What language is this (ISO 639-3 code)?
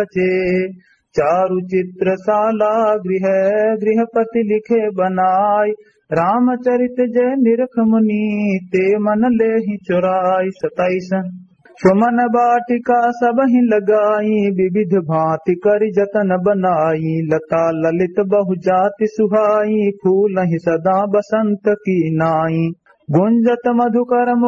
awa